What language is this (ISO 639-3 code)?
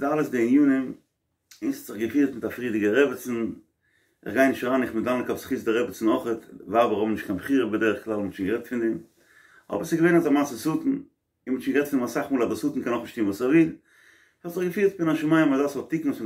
yid